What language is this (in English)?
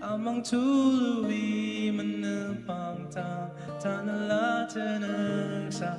Ao Naga